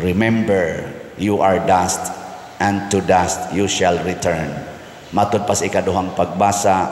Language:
Cebuano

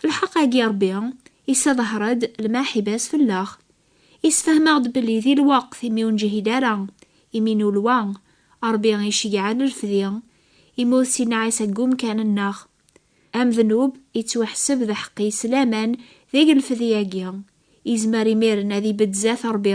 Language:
Kabyle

